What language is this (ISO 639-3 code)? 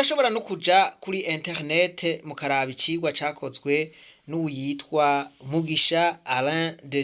run